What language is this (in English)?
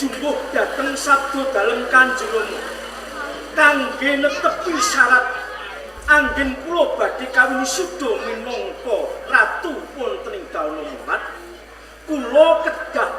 Javanese